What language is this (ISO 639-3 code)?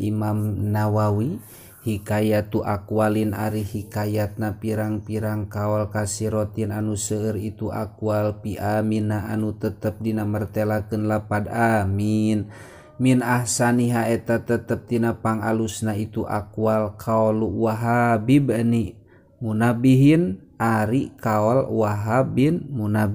sun